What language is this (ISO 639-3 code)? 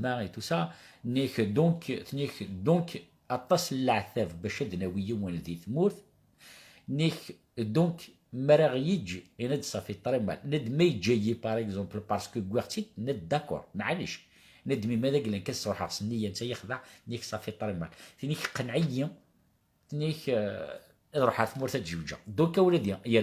kab